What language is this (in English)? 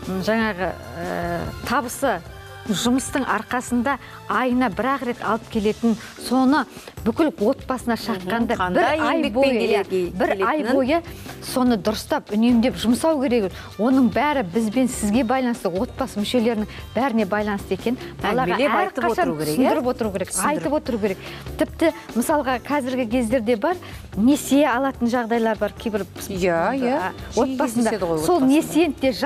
Kazakh